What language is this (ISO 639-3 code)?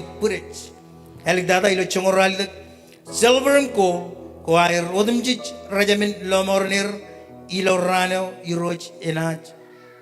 mah